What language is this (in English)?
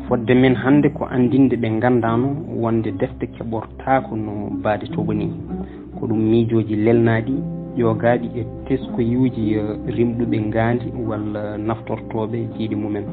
Fula